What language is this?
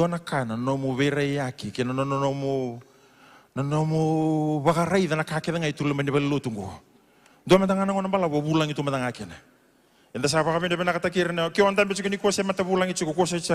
Fijian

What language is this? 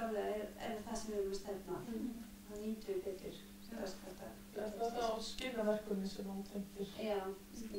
Icelandic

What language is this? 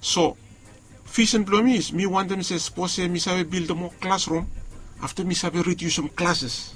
Bislama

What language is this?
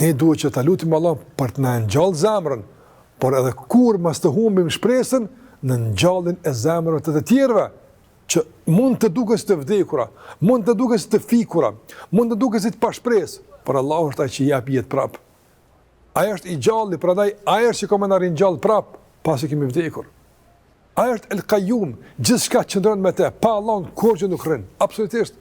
Albanian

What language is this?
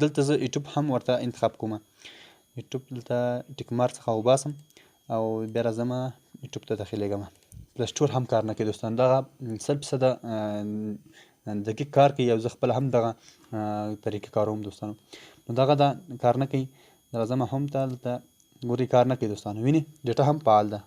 Pashto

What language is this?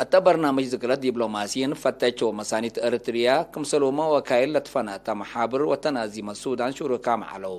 Tigre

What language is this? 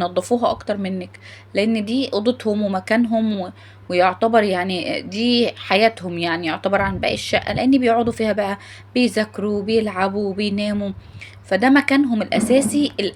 Egyptian Arabic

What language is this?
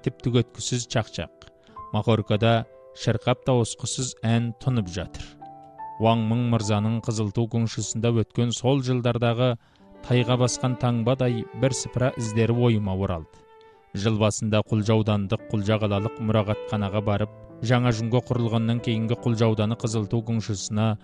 Kazakh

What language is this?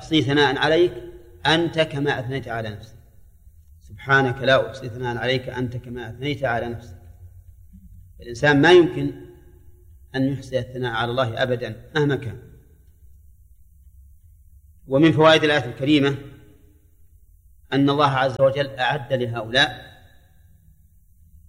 Arabic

